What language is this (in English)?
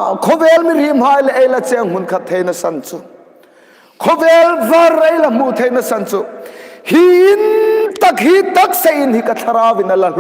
Hmar